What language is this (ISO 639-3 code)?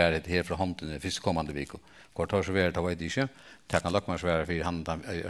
fao